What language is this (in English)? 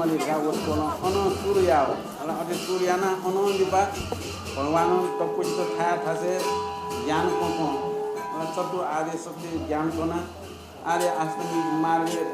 Newari